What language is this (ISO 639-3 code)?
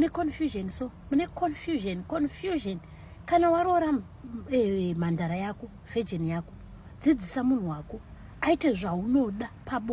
sna